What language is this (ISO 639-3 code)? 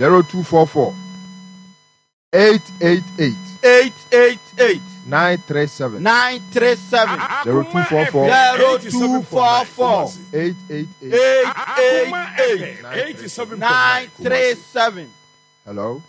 aka